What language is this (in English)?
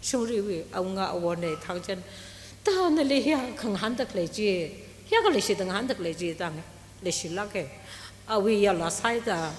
Tangkhul Naga (India)